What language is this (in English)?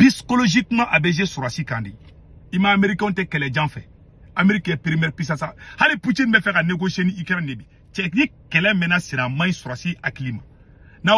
Bambara